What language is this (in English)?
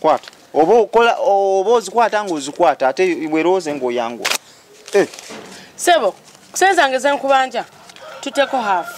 Ganda